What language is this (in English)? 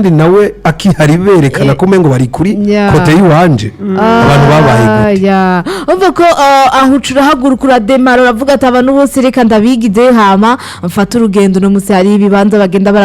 Rundi